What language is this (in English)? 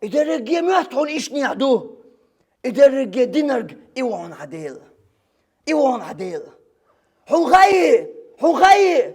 Chechen